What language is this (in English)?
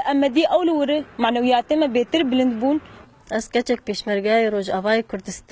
Kurdish